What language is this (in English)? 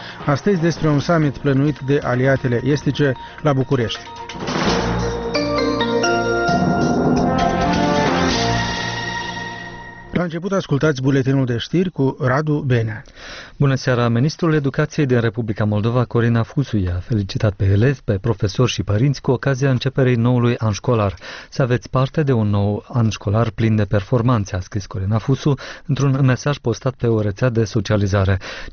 Romanian